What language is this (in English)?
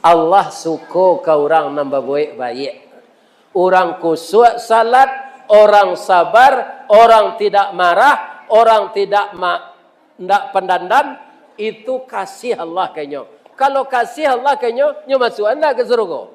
Minangkabau